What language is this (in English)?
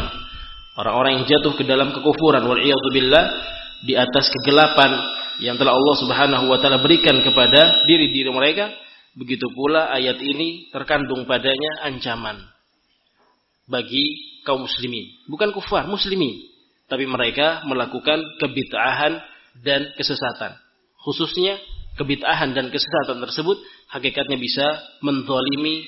Indonesian